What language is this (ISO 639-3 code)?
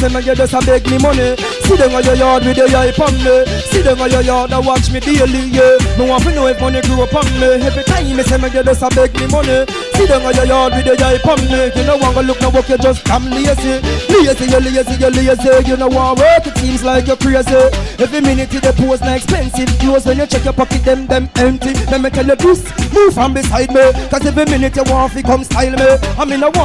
jam